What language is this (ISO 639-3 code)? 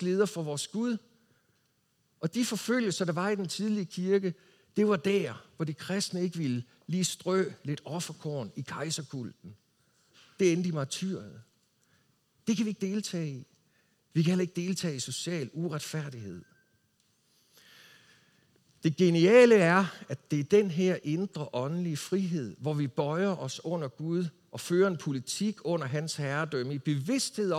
dan